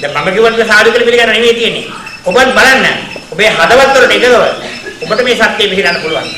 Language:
Sinhala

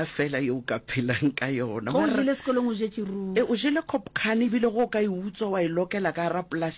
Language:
Northern Sotho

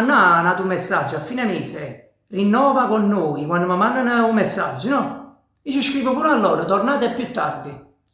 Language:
Neapolitan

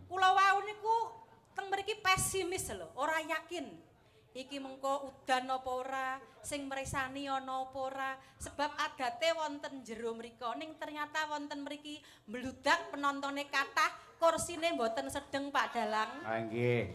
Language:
Javanese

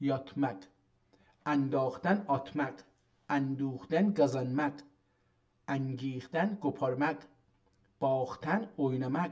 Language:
South Azerbaijani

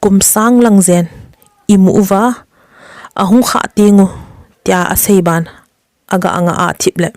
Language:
Thado Chin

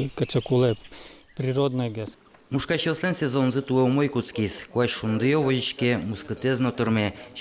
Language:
Udmurt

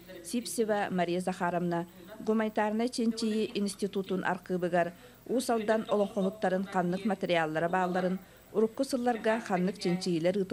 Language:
Yakut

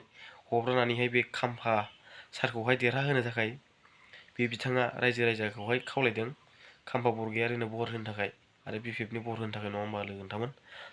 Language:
Bodo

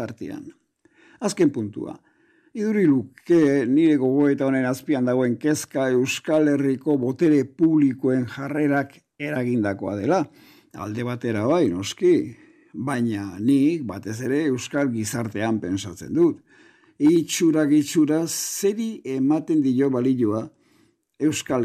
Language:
Basque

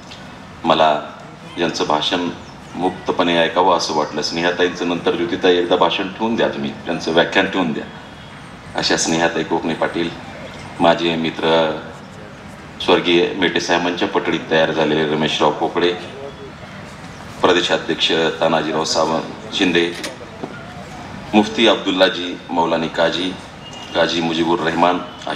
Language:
Marathi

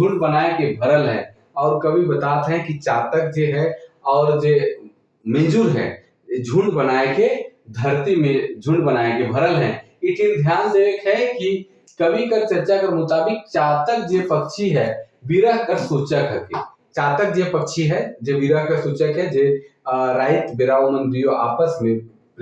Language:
Sadri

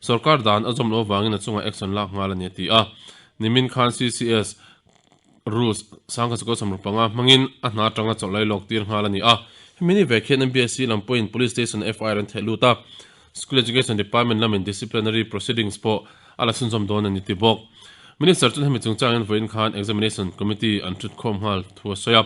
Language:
Mizo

